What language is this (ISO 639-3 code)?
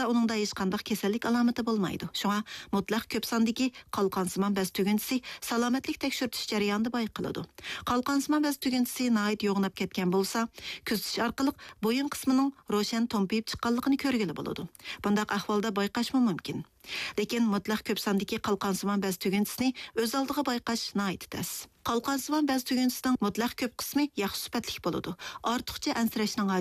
uig